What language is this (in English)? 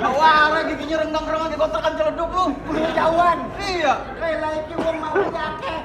Betawi